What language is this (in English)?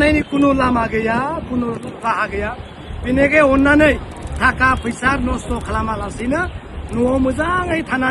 Bodo